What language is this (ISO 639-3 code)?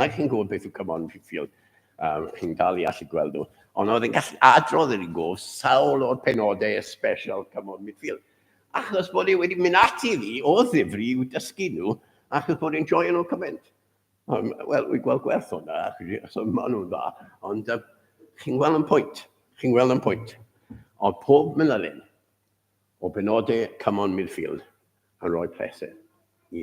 cym